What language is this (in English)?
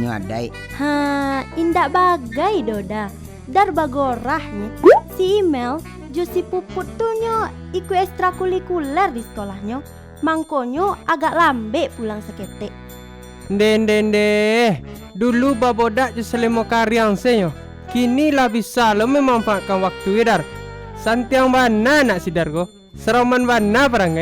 Minangkabau